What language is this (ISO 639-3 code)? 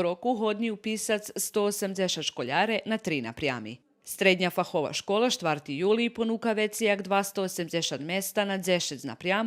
rue